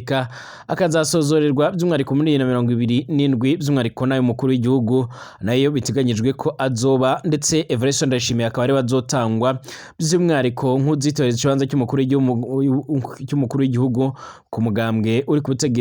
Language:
Rundi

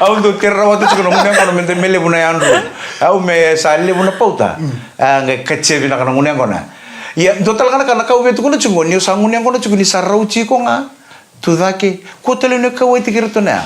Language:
Fijian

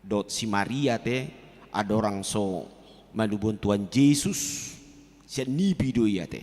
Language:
Batak Toba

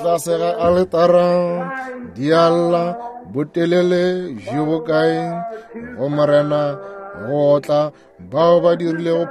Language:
Northern Sotho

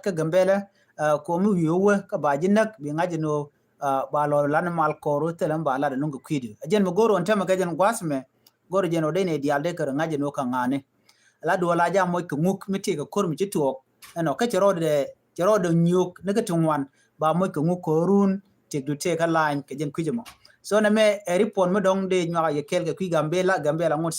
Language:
Nuer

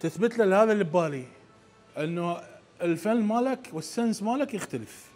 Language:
Mesopotamian Arabic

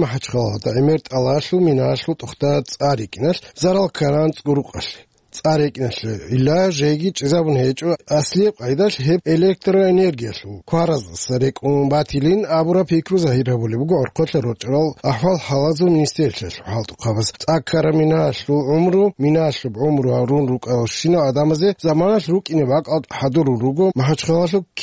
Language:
Avaric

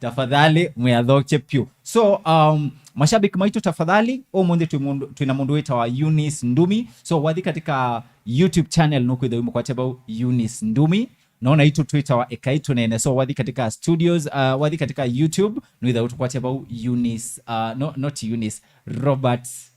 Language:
Kamba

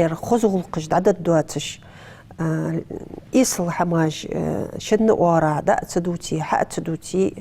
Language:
Ingush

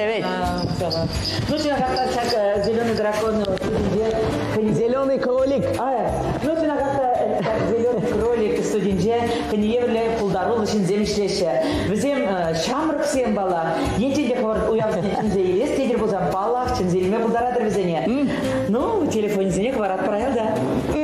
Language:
Chuvash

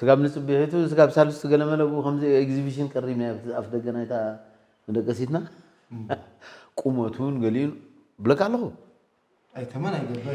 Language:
Tigrinya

